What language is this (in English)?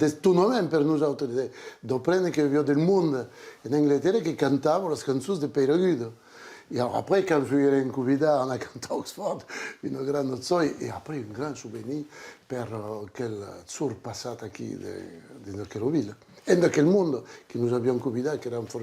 Occitan